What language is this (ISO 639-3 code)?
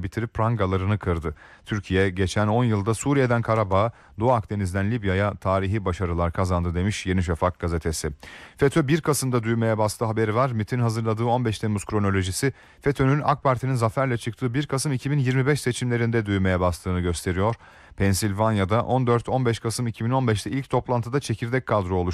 tur